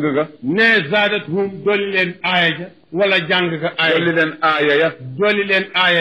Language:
Wolof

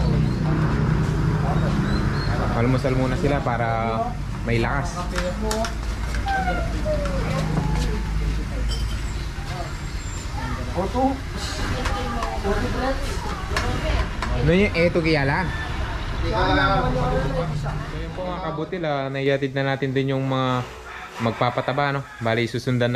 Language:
Filipino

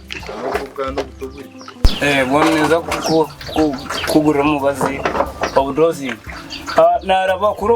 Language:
Nyankole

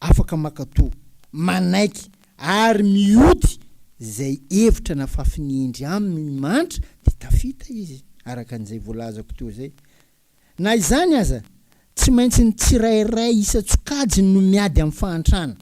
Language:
Malagasy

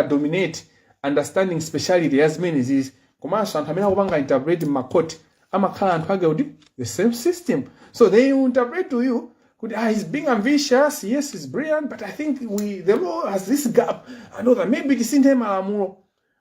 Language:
Nyanja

